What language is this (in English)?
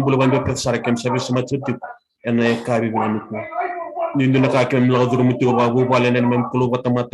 Fijian